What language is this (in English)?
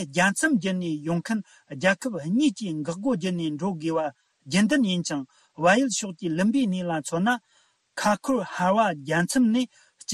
Tibetan